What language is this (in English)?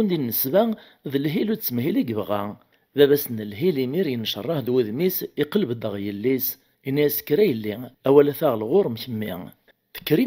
Kabyle